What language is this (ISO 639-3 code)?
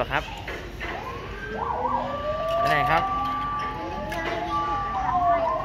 tha